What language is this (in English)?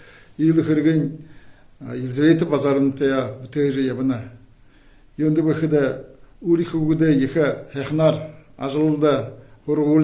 Buriat